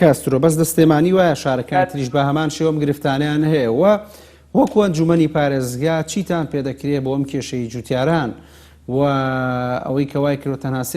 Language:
Central Kurdish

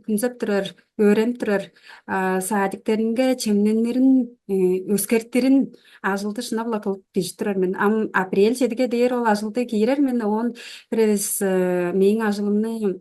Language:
Tuvinian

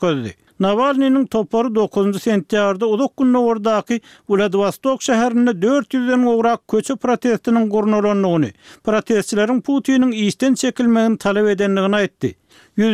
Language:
Turkmen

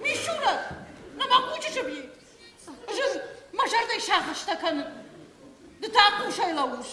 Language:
Ossetic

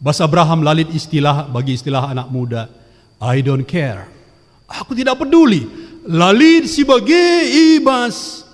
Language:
Batak Karo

